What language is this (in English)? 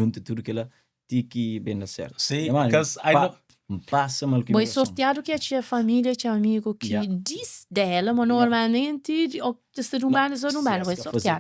Kabuverdianu